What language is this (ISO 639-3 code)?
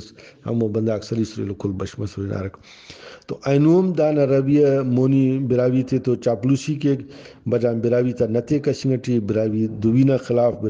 brh